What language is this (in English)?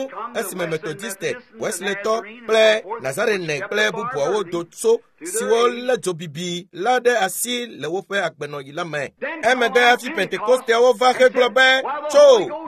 Ewe